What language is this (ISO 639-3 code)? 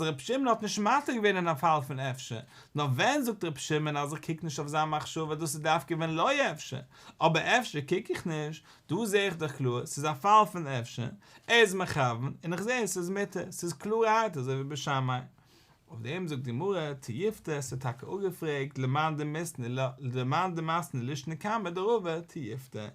yid